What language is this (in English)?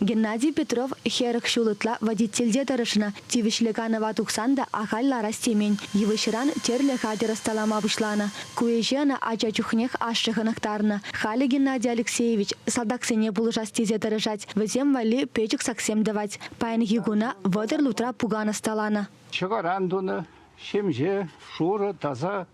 Chuvash